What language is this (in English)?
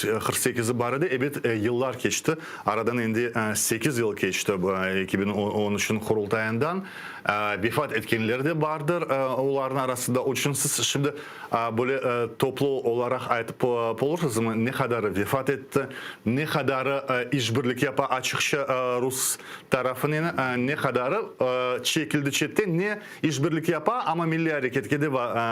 Crimean Tatar